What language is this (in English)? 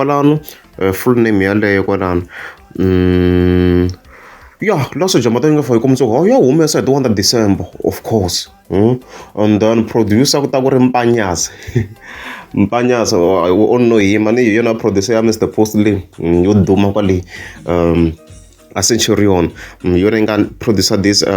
Tsonga